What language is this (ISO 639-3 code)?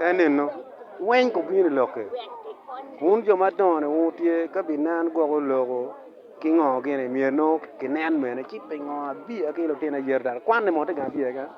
ach